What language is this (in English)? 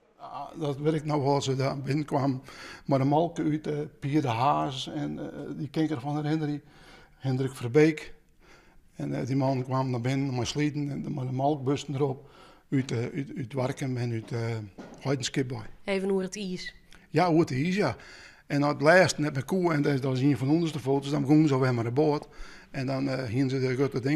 Western Frisian